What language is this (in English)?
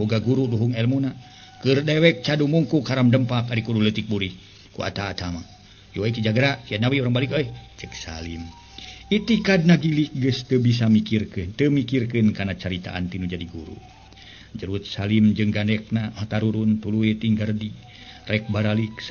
Sundanese